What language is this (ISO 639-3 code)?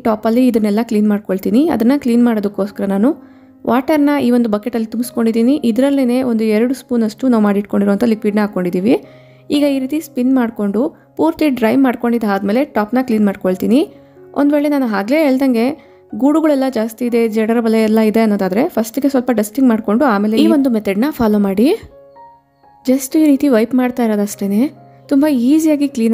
kan